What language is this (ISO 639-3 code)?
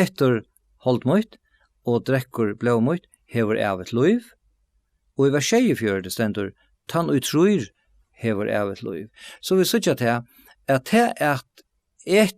fao